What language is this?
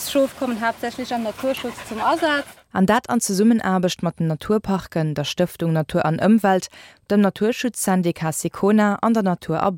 Luxembourgish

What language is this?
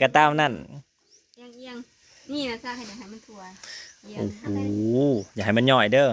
Northeastern Thai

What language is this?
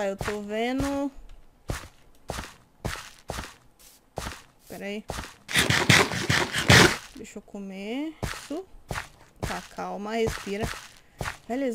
Portuguese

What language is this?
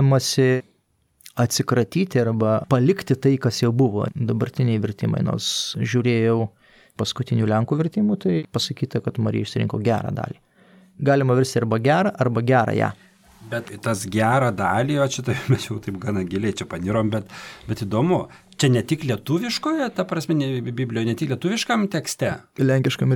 Lithuanian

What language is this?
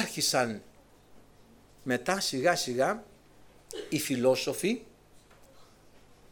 Greek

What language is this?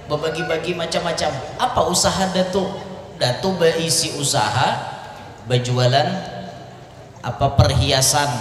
Banjar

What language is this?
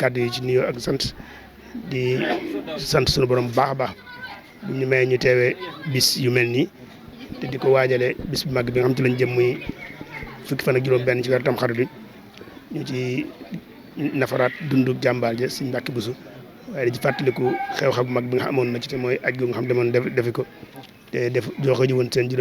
Wolof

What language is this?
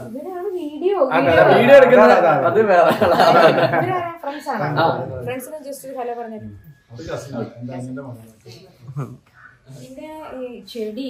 Malayalam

